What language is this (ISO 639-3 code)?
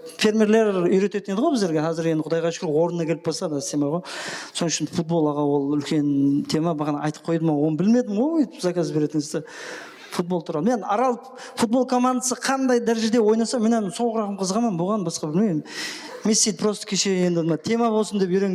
kaa